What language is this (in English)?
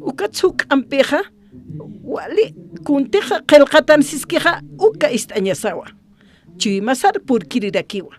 Aymara